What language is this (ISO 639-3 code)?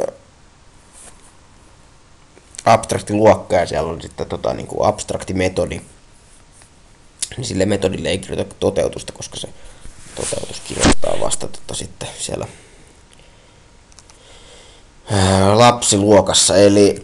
fin